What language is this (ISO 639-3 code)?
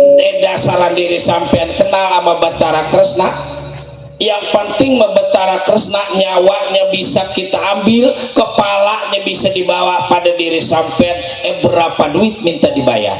bew